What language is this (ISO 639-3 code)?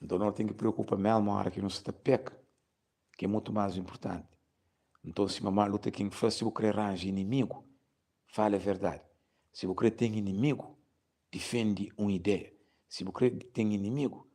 kea